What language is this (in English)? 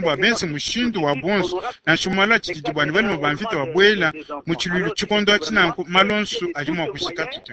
Luba-Lulua